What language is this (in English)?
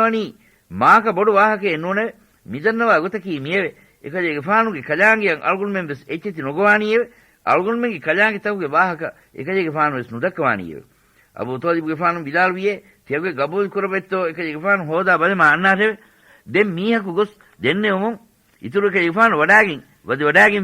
Divehi